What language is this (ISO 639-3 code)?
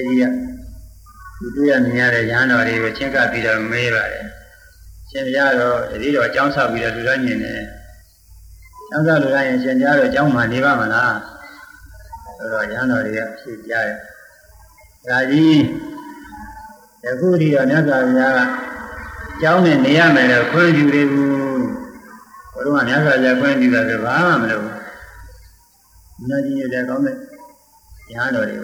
mya